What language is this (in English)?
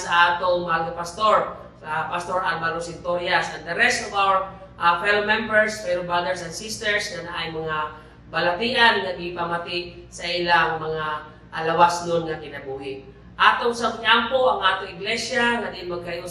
Cebuano